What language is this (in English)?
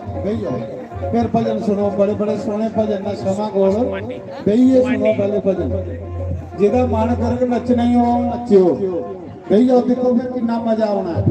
Dogri